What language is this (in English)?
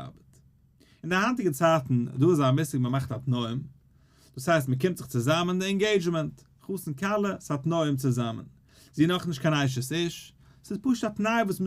Yiddish